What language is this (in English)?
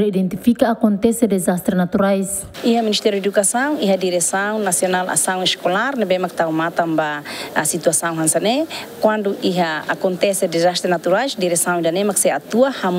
Tetum